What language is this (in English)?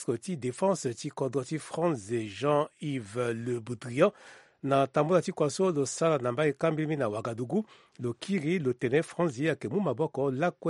Sango